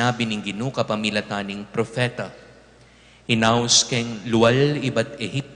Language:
Pampanga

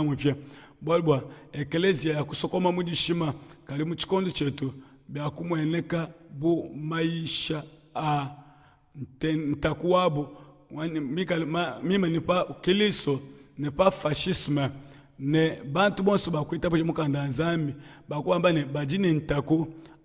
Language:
Luba-Lulua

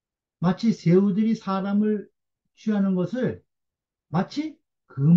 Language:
Korean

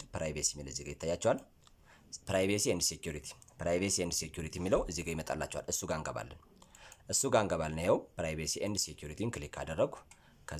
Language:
Amharic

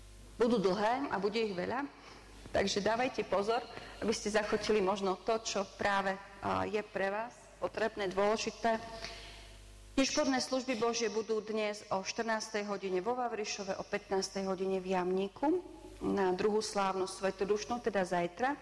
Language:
Slovak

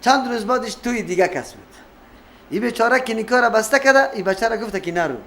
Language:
Persian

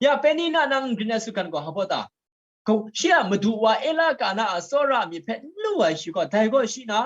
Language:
Kachin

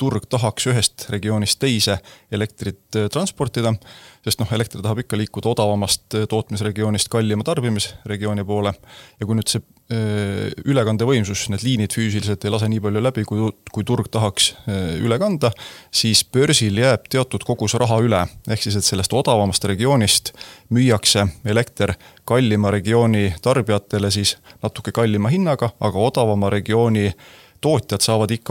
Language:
Estonian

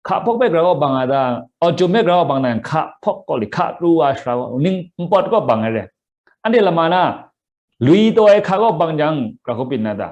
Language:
Kachin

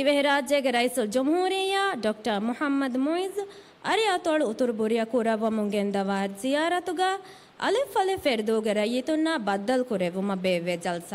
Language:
Divehi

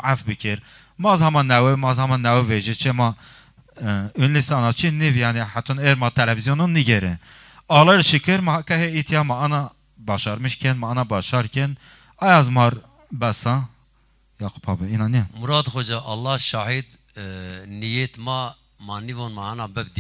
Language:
Zaza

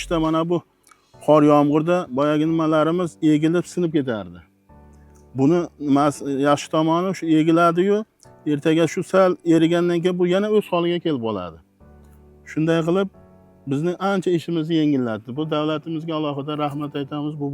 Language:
Uzbek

